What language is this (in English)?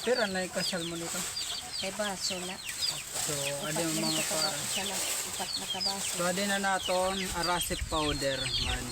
Waray